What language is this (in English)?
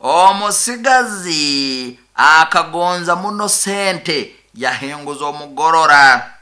Nyoro